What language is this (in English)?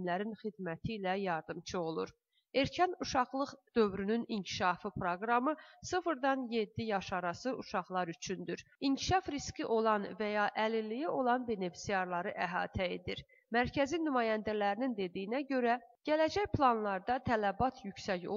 Azerbaijani